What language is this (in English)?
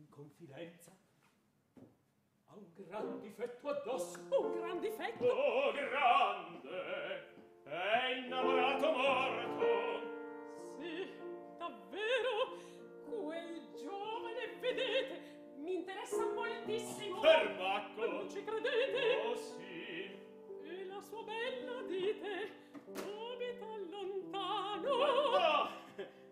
Italian